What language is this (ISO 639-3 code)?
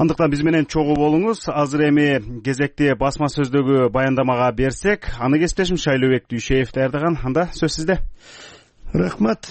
kir